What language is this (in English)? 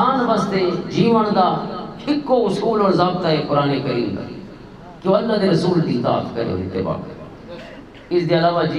Western Panjabi